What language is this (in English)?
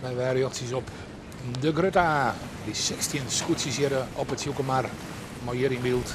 Western Frisian